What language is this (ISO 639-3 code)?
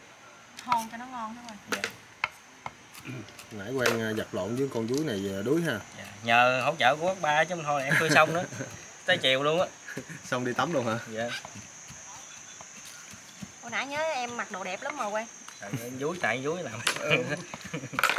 vie